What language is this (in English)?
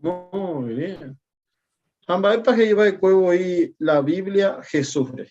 Guarani